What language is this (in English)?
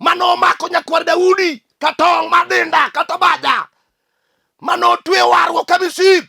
Luo (Kenya and Tanzania)